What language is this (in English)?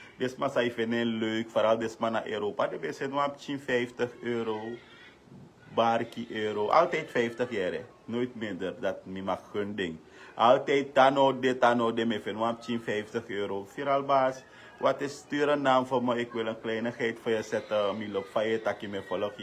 Sranan Tongo